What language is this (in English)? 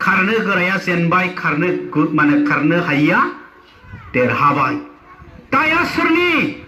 Bodo